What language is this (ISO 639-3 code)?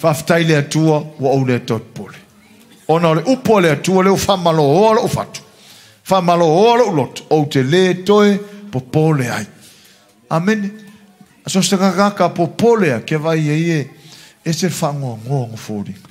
smo